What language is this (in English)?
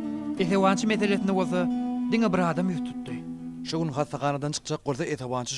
Turkmen